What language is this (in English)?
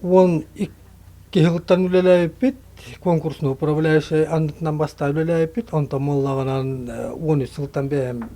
Yakut